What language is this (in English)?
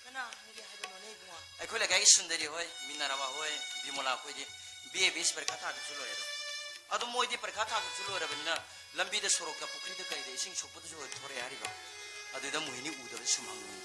Manipuri